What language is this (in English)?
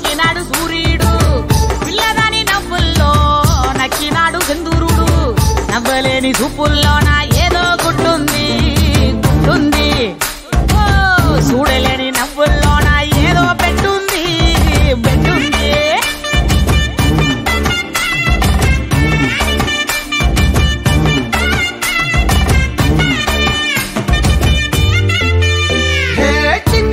Telugu